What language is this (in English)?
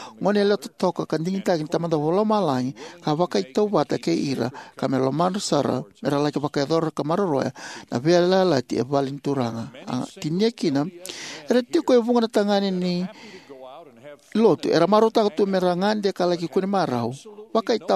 Fijian